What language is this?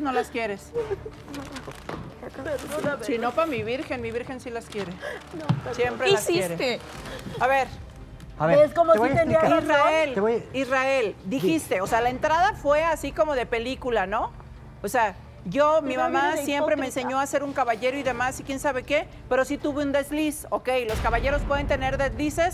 Spanish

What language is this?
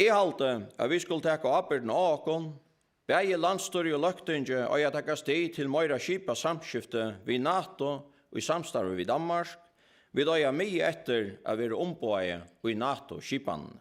Faroese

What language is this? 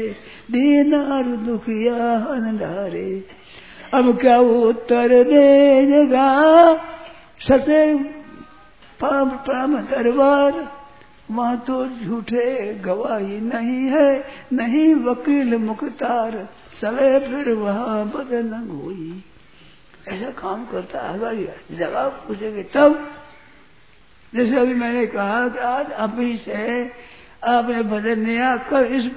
Hindi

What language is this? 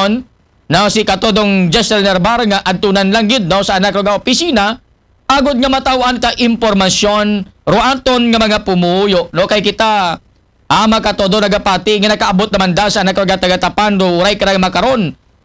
Aklanon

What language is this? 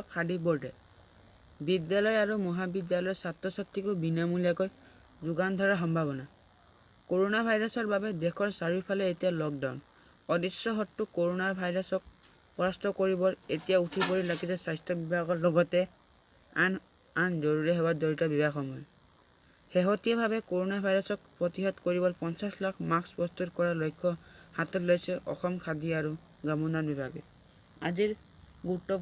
Assamese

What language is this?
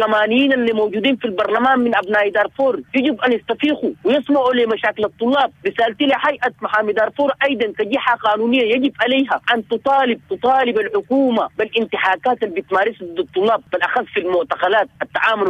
Sudanese Arabic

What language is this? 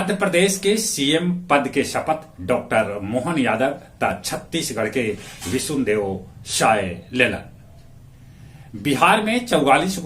Magahi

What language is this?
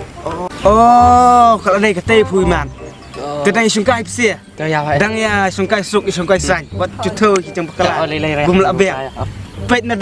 Khasi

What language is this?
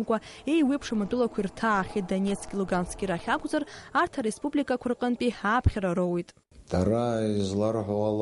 Abkhazian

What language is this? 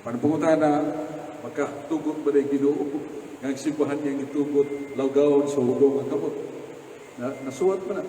Cebuano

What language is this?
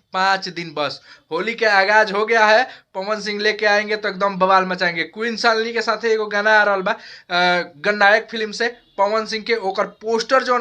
Bhojpuri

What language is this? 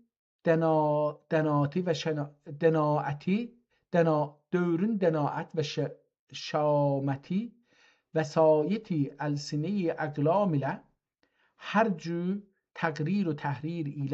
South Azerbaijani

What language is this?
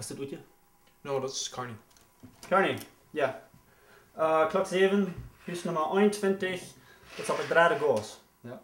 Plautdietsch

